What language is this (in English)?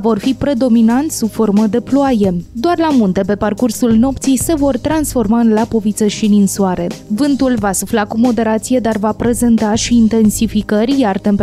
Romanian